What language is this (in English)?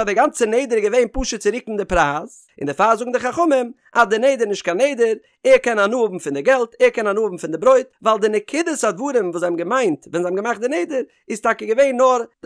Yiddish